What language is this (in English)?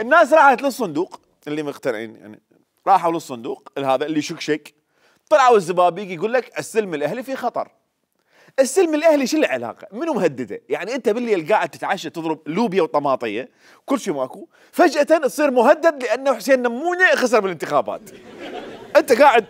Mesopotamian Arabic